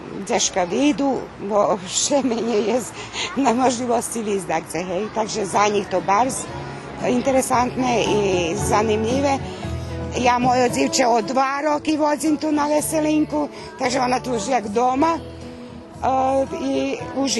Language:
Rusyn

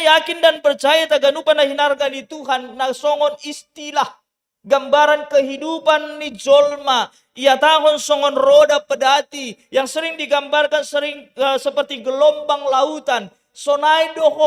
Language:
Batak Simalungun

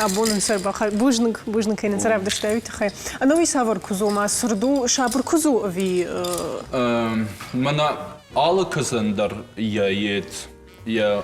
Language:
Ossetic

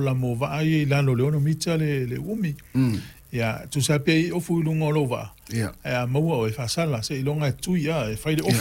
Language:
Samoan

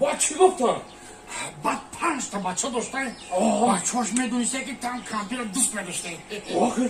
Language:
Tajik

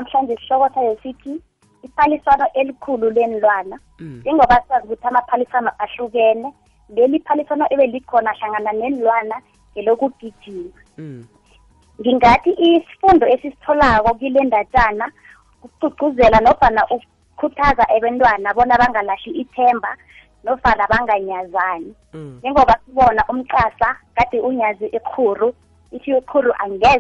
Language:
South Ndebele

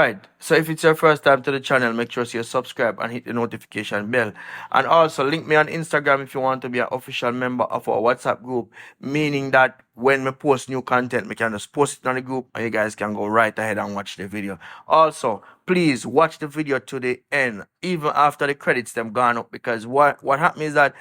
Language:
Jamaican Creole English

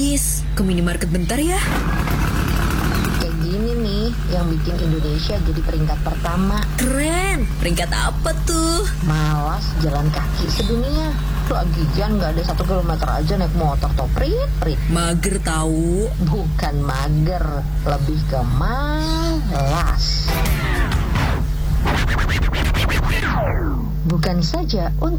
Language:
Indonesian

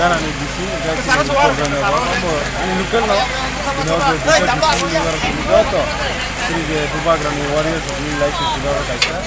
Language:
Kok Borok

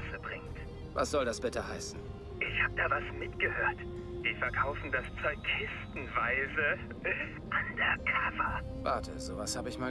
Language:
Bavarian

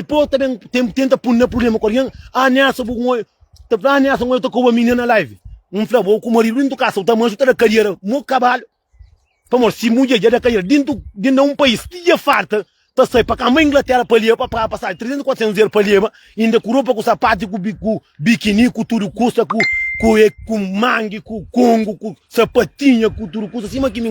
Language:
Kabuverdianu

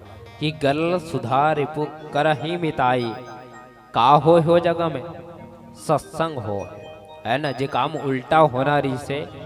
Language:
Chhattisgarhi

